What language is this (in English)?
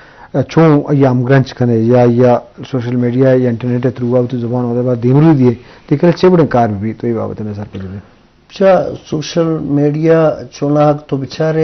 Eastern Balochi